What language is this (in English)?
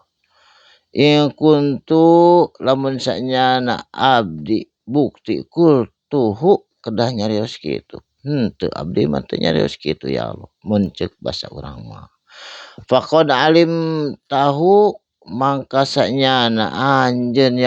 Sundanese